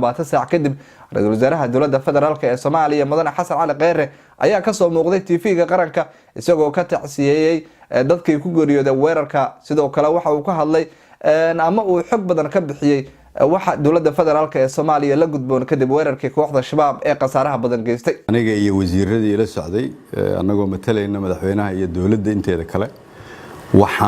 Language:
Somali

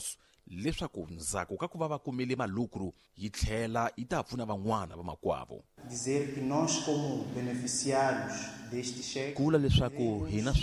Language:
Tsonga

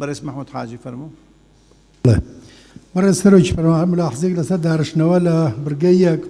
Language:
Central Kurdish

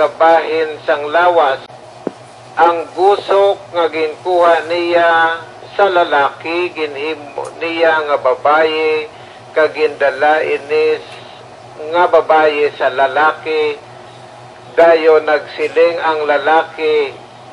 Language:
Hiligaynon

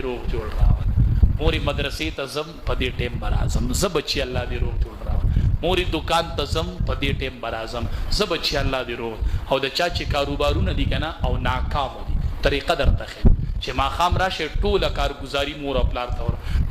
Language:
Pashto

